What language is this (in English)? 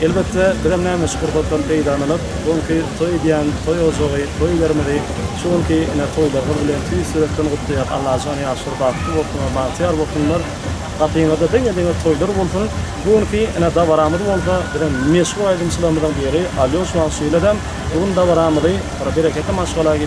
Turkmen